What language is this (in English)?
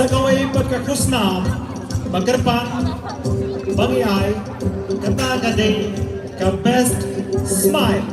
Khasi